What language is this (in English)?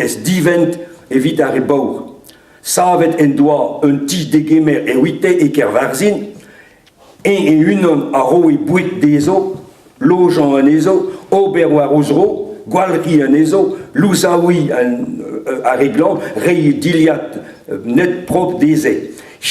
Breton